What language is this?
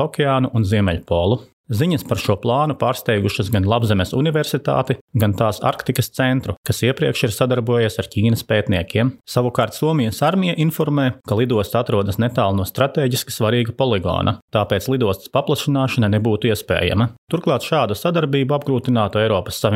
Latvian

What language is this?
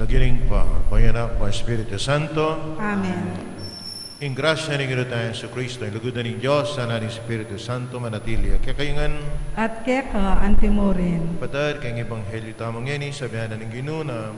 Pampanga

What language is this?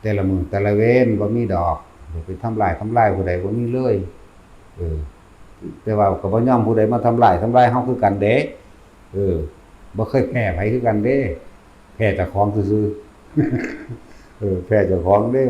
Northeastern Thai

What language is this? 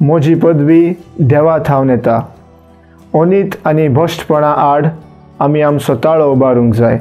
Konkani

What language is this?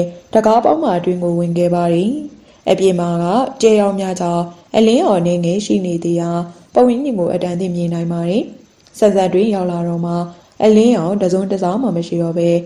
Burmese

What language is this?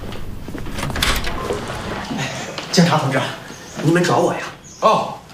Chinese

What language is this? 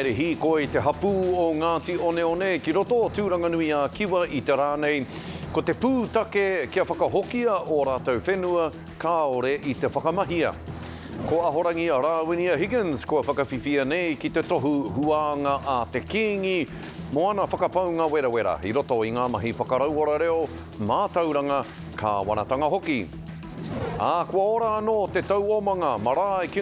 Māori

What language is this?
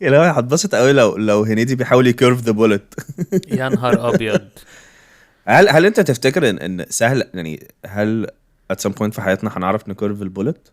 Egyptian Arabic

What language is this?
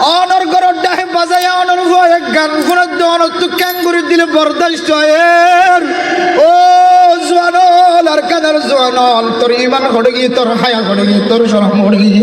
Rohingya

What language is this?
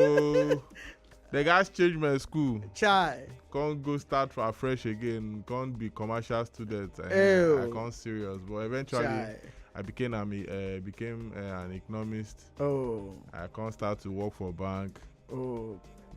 Nigerian Pidgin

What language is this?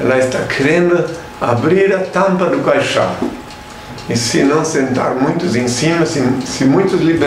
Portuguese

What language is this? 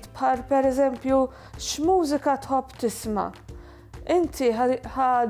Maltese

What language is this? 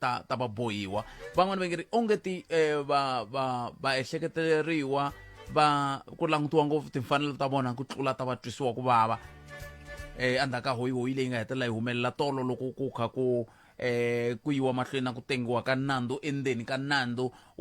Tsonga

